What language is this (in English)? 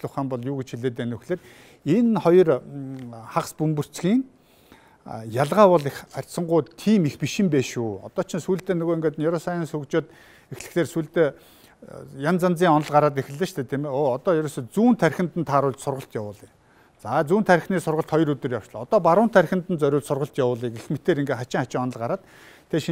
Mongolian